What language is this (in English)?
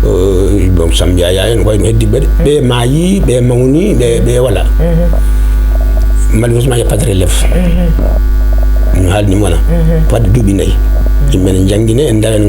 Fula